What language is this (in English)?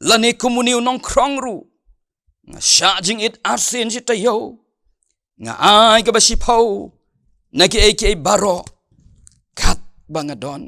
Khasi